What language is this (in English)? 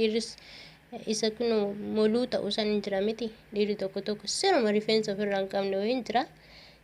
Oromo